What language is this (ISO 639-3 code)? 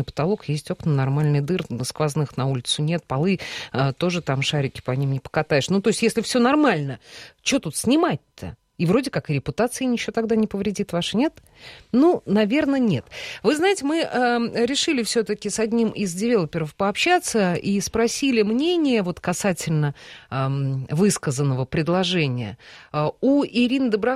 rus